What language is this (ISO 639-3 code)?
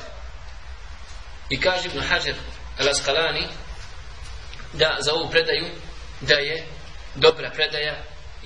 bos